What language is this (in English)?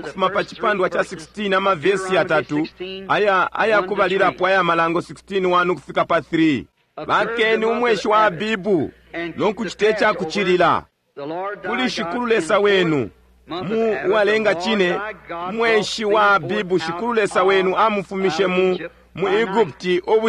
Bemba